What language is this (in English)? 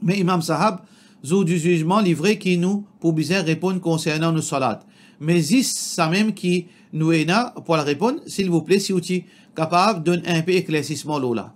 Morisyen